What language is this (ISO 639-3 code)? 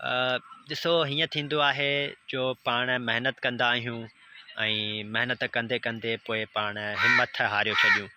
snd